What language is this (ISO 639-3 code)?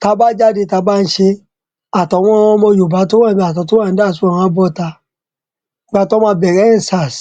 yor